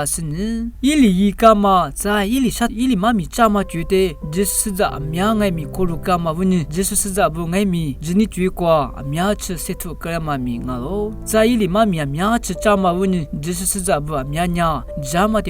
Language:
Lisu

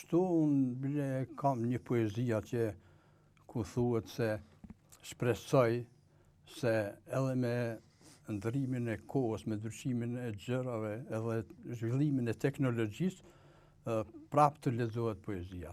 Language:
Albanian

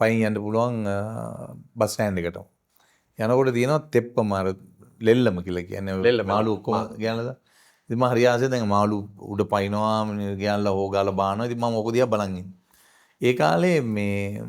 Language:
Sinhala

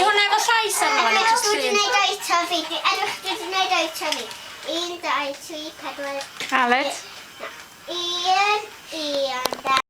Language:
Welsh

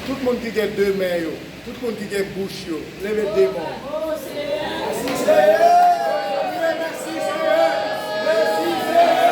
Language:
Haitian Creole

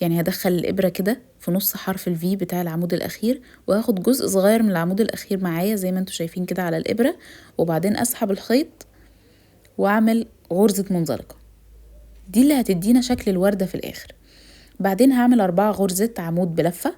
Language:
Egyptian Arabic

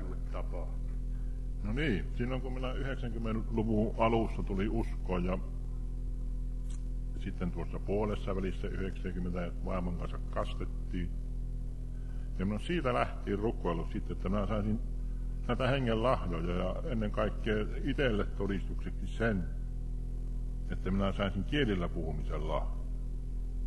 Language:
Finnish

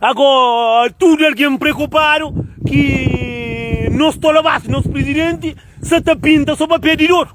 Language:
Kabuverdianu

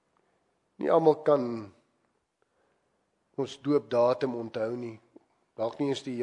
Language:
Afrikaans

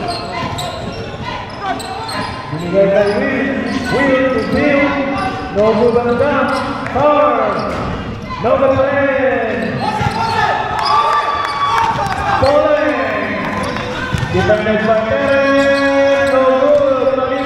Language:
Filipino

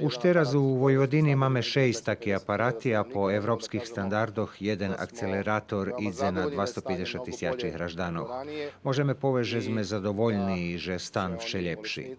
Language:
Rusyn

